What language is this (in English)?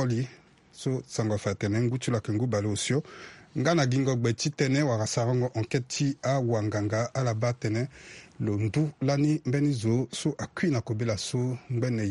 Sango